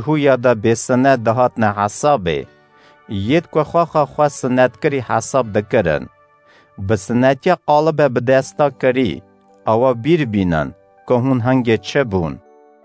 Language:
Kurdish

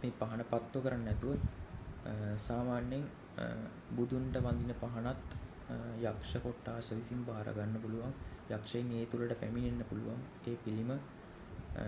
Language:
Sinhala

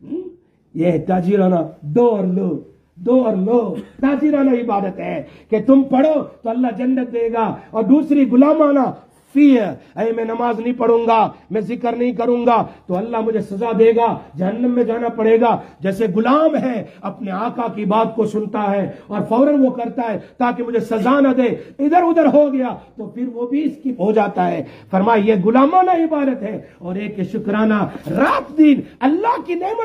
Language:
Urdu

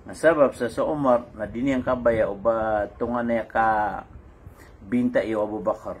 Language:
Maranao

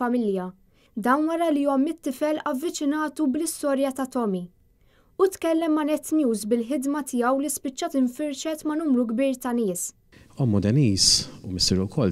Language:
Maltese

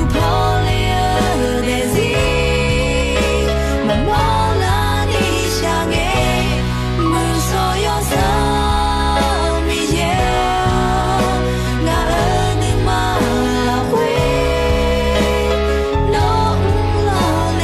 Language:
Akha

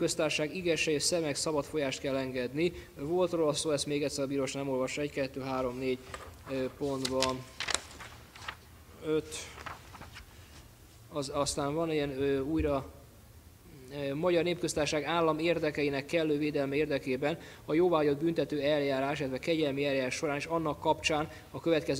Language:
Hungarian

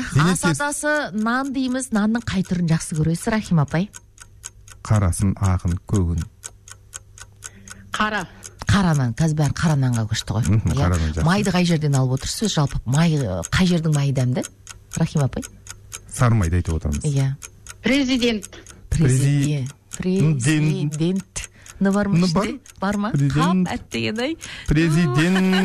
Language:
Kazakh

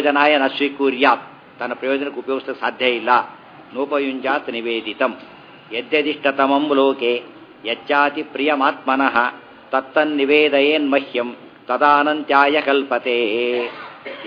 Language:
Kannada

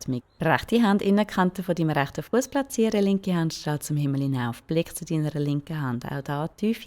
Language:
Swiss German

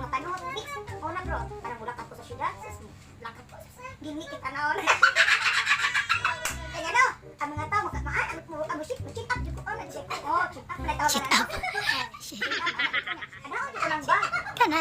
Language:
Cebuano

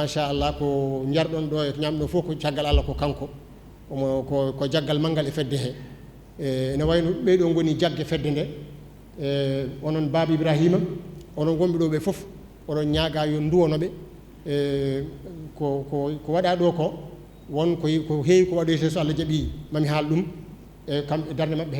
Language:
Fula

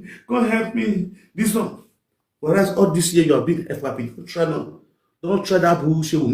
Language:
Nigerian Pidgin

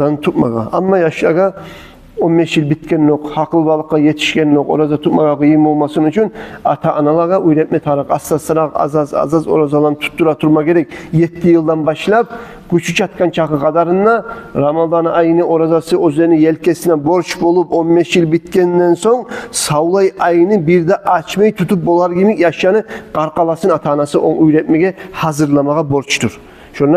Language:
Kumyk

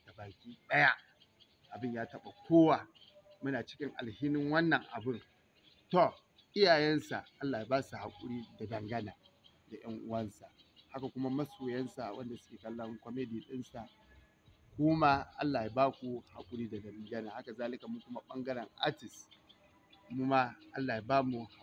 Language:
Hausa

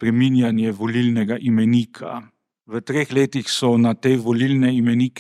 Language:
Slovenian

